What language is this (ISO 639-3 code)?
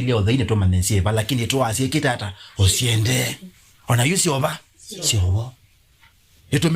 kam